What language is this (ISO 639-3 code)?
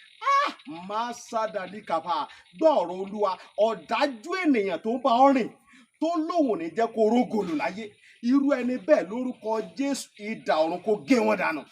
yor